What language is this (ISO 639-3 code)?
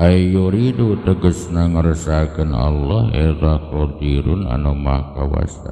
sun